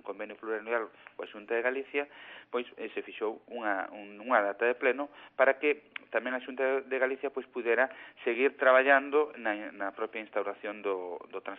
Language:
Galician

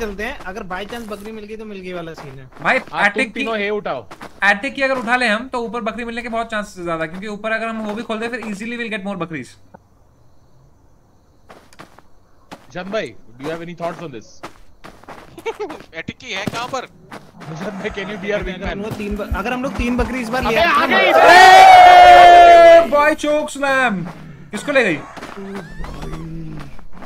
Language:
Hindi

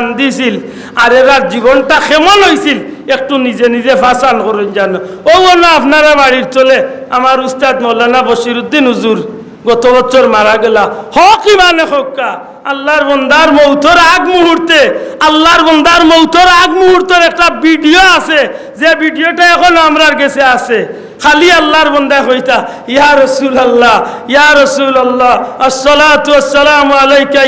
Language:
Sylheti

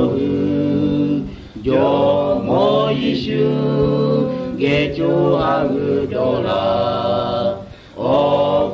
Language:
Lahu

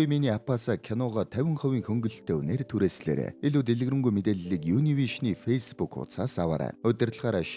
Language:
Mongolian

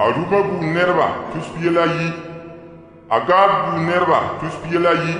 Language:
Frafra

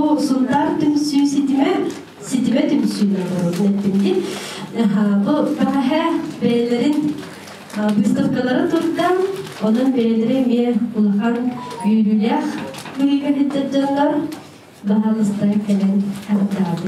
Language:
Yakut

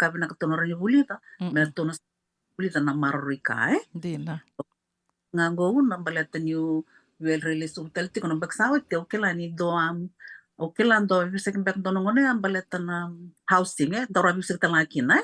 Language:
Fijian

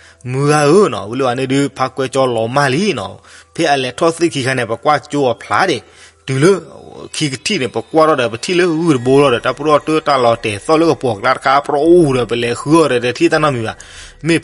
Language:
S'gaw Karen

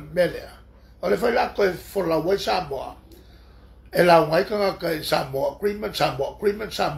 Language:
Samoan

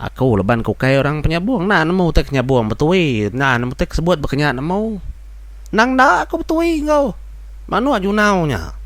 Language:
Iban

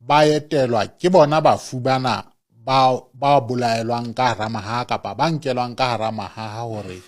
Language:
Southern Sotho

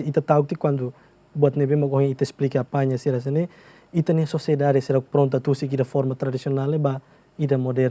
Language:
Tetum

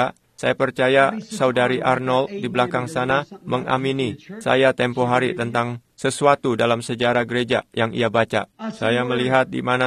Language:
Indonesian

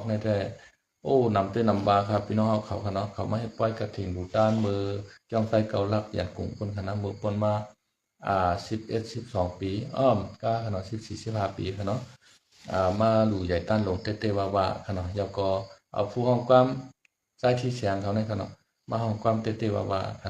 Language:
Shan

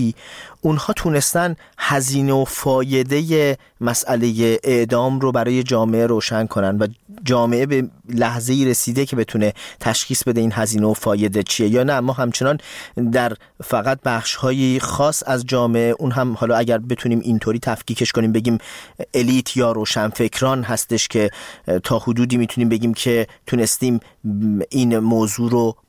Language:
Persian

